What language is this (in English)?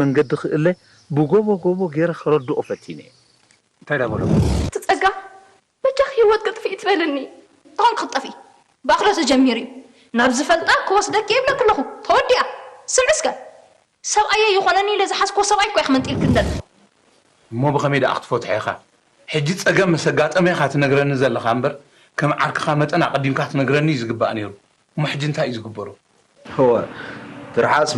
Tigrinya